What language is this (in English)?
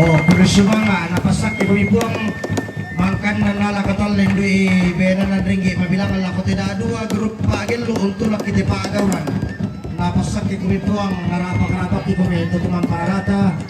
Toraja-Sa'dan